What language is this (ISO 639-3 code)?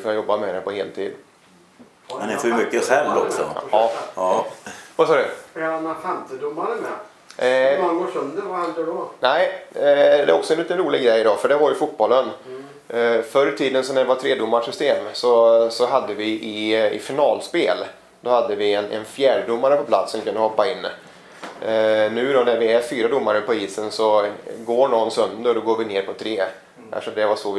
swe